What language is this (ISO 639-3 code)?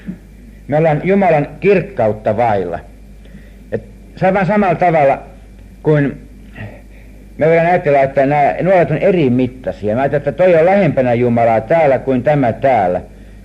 fin